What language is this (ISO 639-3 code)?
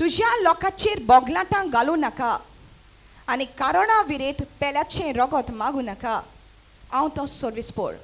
kok